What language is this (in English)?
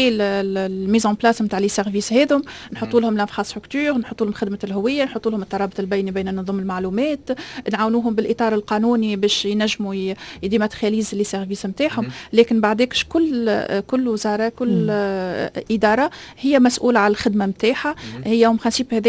Tunisian Arabic